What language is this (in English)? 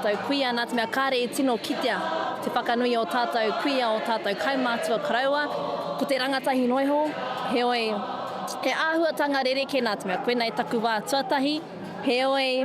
Māori